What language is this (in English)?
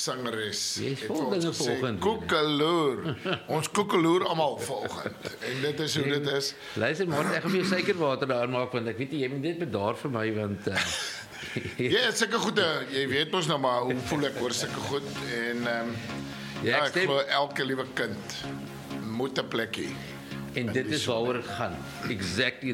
Afrikaans